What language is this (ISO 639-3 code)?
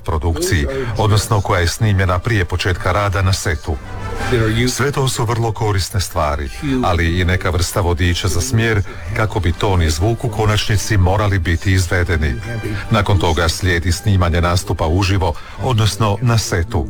hrv